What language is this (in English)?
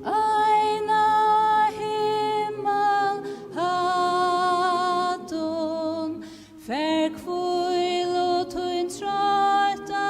Faroese